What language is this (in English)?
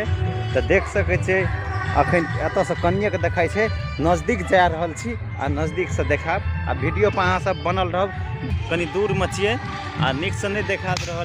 Maithili